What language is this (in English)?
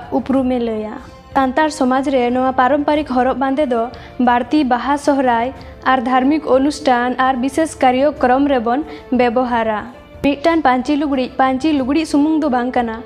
Santali